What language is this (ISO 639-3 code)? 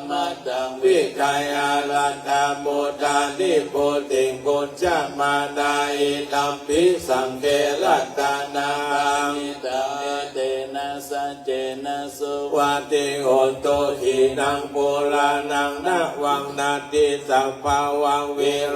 pli